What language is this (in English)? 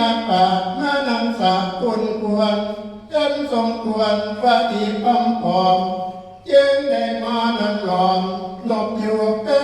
Northeastern Thai